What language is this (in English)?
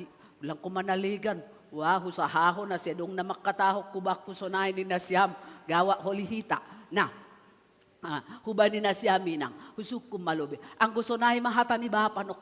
Batak Simalungun